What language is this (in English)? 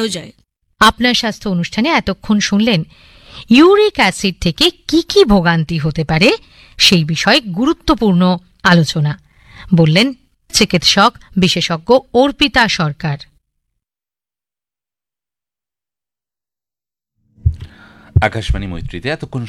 Bangla